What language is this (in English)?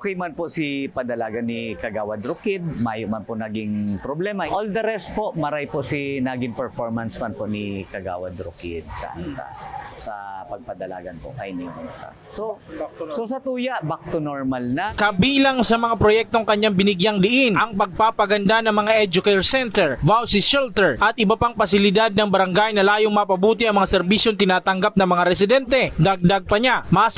Bikol